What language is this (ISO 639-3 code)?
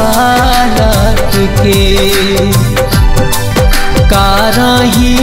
bho